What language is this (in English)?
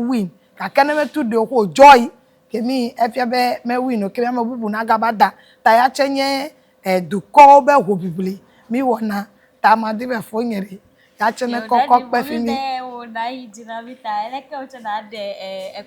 Ewe